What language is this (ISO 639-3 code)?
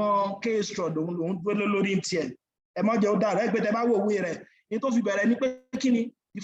yor